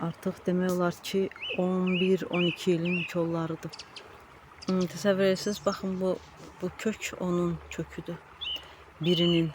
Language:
Azerbaijani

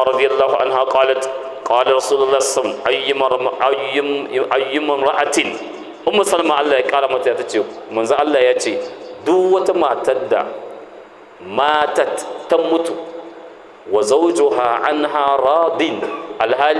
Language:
Hausa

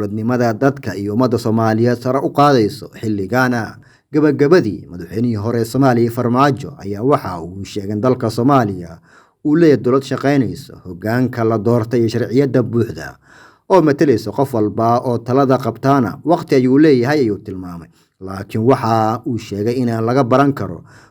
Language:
Somali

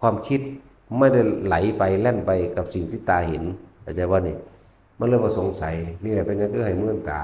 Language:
Northeastern Thai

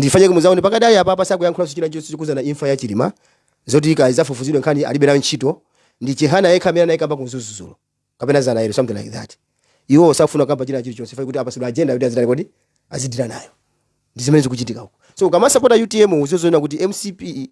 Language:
Nyanja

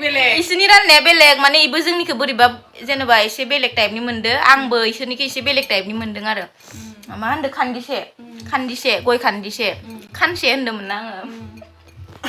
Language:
Bodo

